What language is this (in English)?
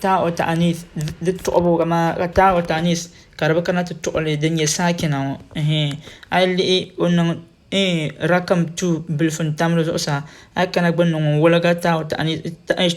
Dagbani